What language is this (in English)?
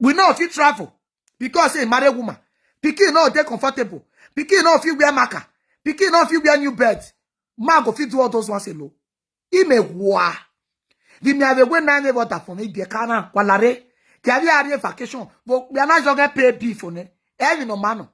Nigerian Pidgin